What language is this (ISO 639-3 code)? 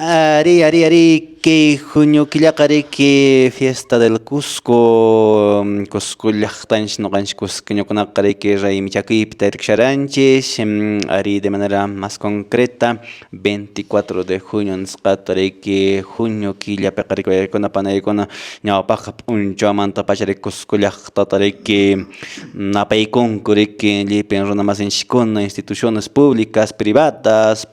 que